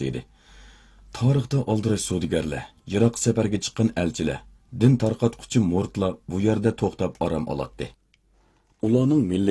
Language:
Uyghur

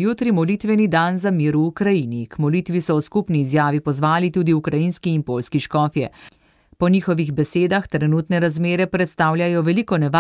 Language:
Slovenian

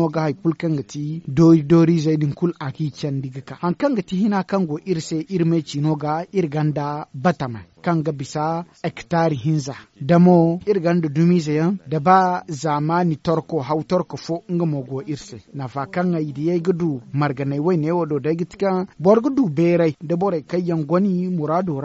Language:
Zarma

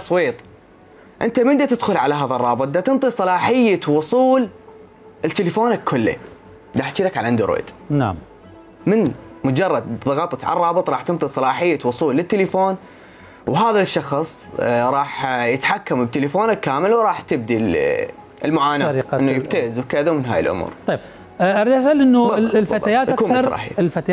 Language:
Mesopotamian Arabic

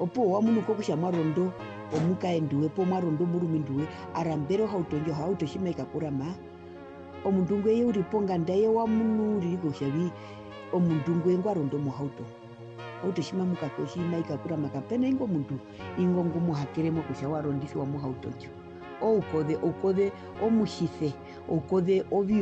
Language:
Herero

